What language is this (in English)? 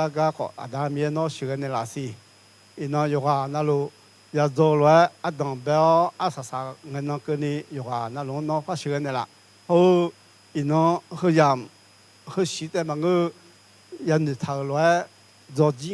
Akha